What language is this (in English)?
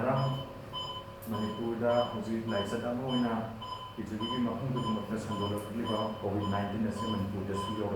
Manipuri